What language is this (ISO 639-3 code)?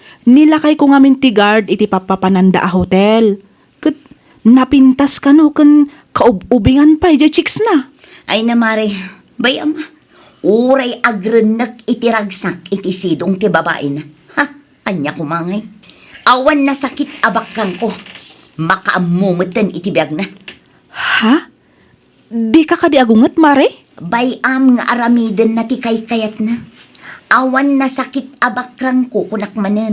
ilo